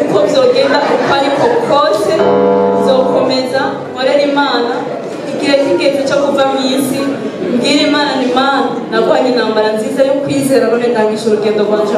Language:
Rundi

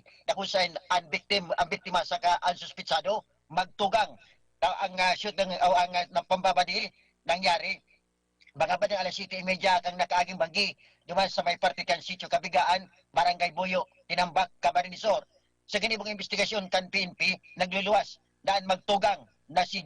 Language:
Bikol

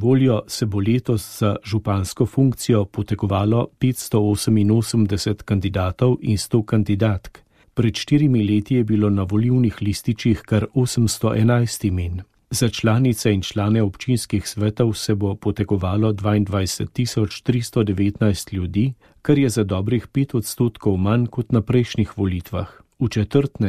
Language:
Slovenian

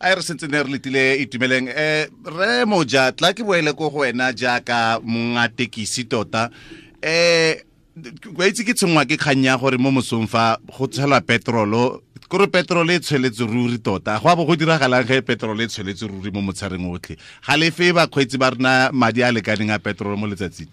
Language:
Tswana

